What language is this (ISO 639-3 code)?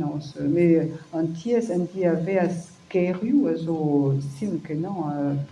bre